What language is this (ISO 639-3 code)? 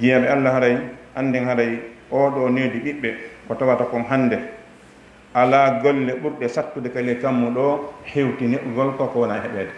ful